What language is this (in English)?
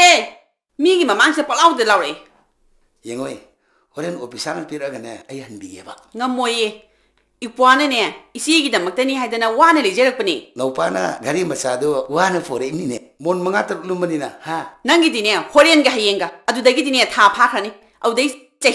Manipuri